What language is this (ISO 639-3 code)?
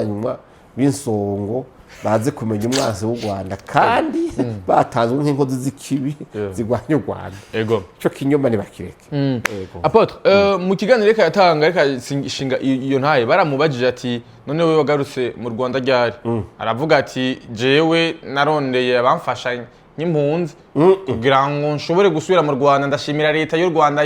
run